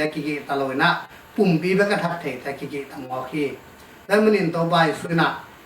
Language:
Tedim Chin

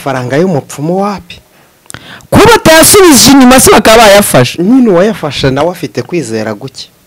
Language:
Kinyarwanda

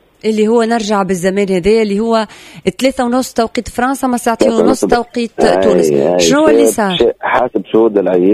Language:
Tunisian Arabic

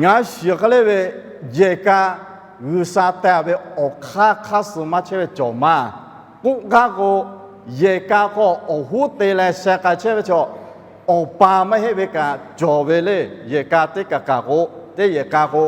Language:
Lahu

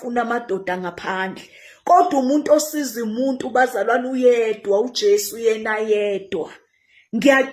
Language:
Zulu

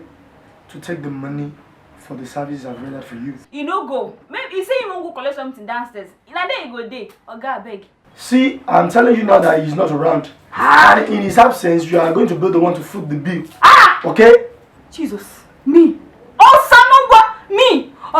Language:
Nigerian Pidgin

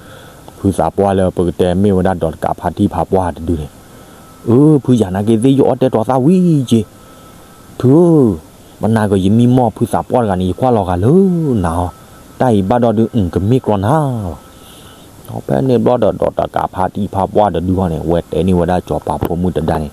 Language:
S'gaw Karen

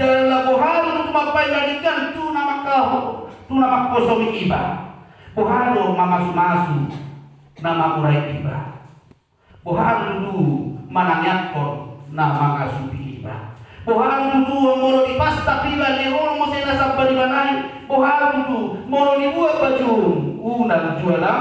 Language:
Batak Toba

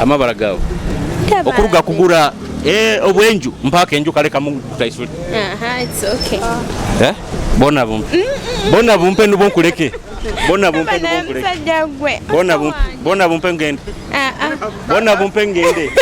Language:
Nyoro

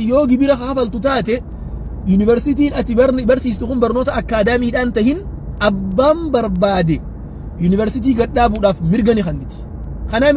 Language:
Oromo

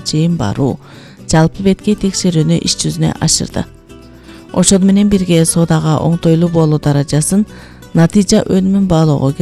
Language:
Kyrgyz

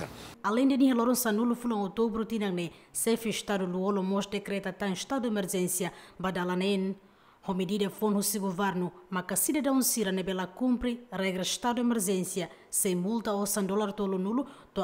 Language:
Tetum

